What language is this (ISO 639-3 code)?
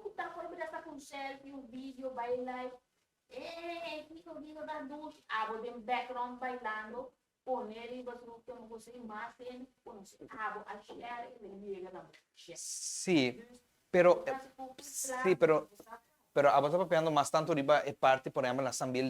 pap